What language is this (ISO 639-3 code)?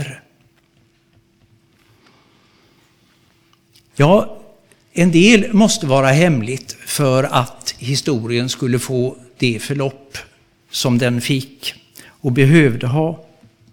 swe